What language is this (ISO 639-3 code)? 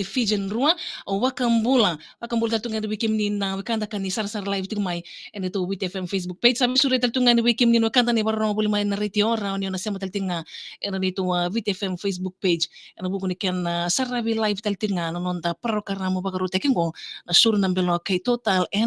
fij